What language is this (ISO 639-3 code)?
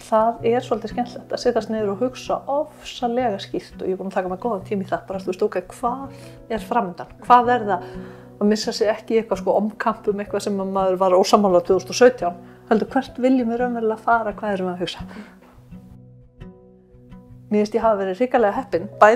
isl